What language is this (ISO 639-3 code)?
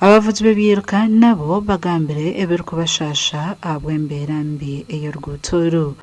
nyn